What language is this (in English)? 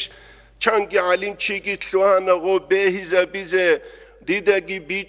Avaric